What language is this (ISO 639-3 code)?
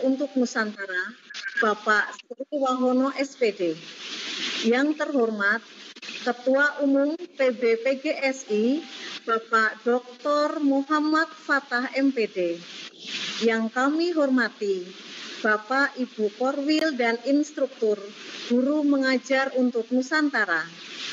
ind